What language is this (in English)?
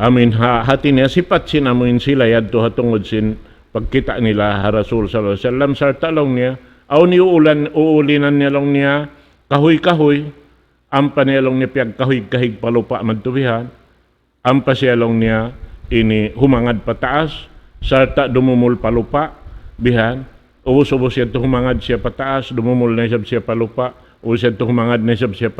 Tausug